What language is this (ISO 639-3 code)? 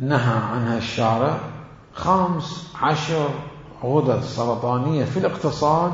acm